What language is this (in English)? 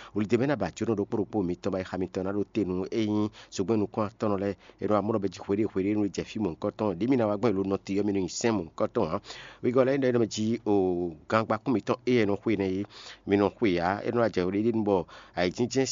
Fon